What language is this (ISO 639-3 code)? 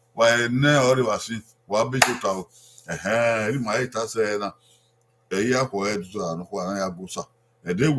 bin